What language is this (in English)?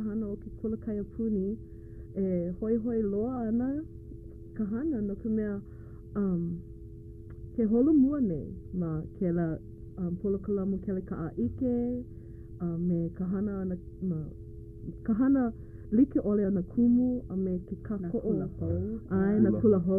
Hawaiian